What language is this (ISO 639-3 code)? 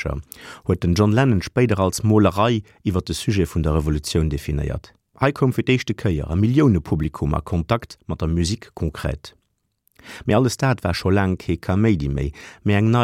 ltz